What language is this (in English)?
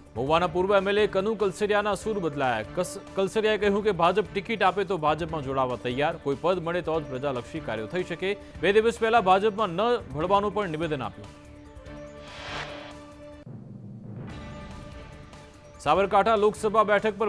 Gujarati